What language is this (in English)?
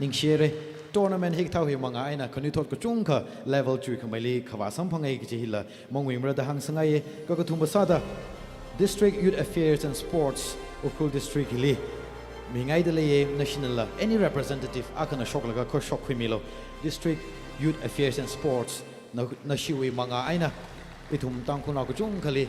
Tangkhul Naga (India)